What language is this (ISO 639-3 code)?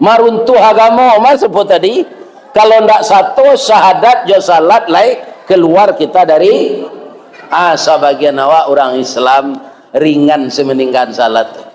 min